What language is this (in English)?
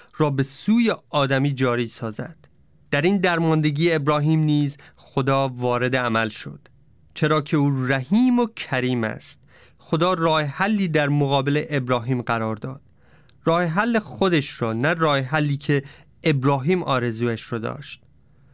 Persian